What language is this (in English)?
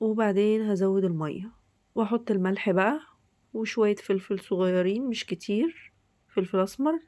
Egyptian Arabic